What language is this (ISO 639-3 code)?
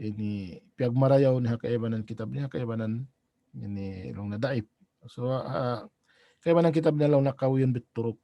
tsg